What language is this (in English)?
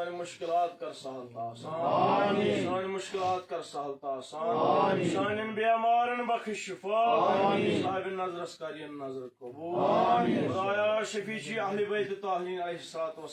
Kashmiri